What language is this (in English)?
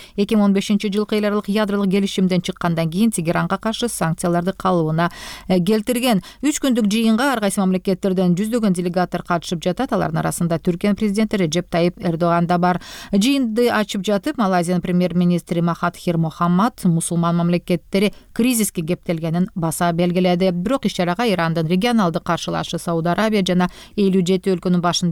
Kyrgyz